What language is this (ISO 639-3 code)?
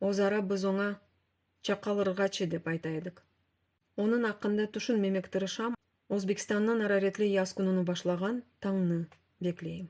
crh